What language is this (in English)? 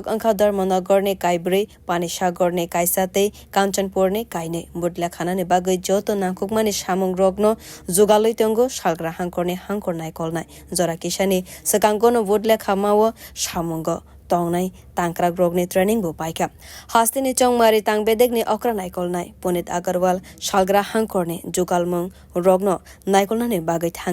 Kok Borok